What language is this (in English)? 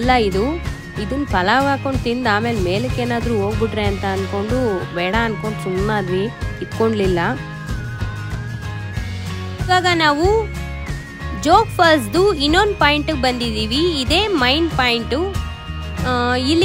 Kannada